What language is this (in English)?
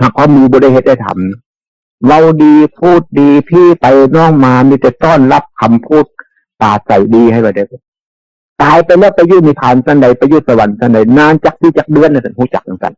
Northeastern Thai